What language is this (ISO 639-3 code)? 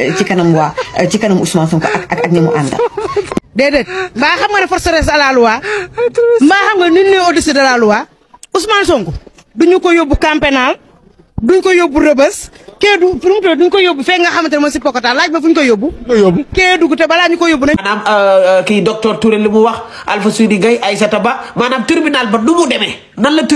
wol